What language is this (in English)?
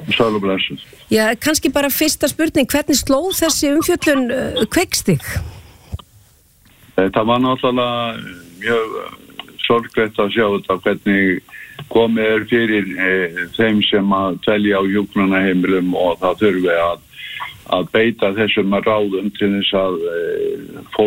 Icelandic